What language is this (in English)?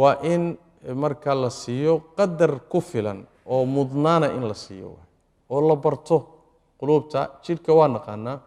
Somali